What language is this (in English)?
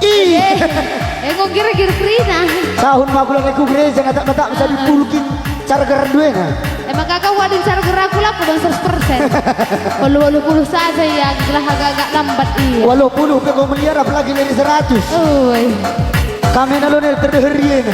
Batak Karo